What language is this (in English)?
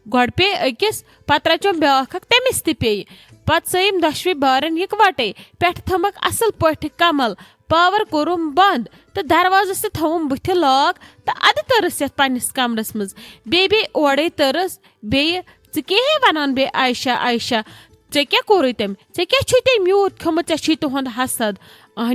Kashmiri